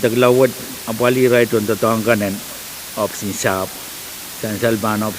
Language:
Pohnpeian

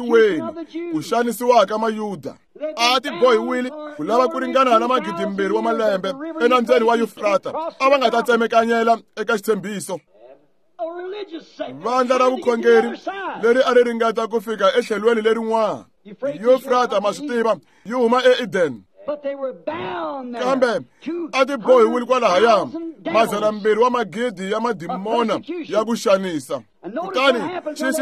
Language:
Tsonga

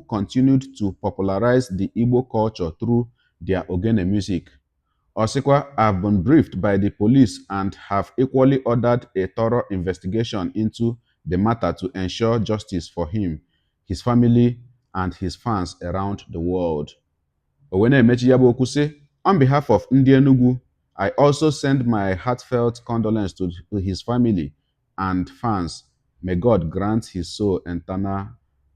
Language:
Igbo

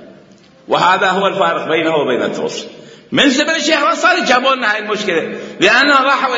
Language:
Mesopotamian Arabic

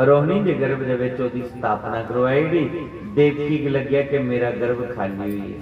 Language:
Dogri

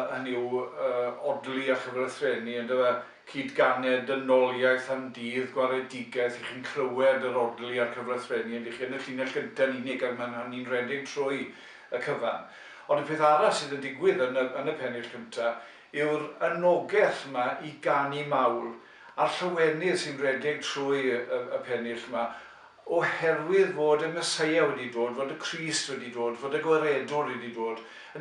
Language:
Welsh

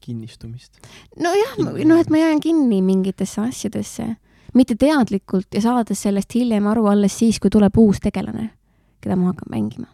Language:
Estonian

